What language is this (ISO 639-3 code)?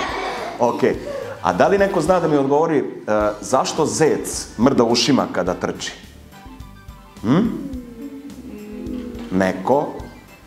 srp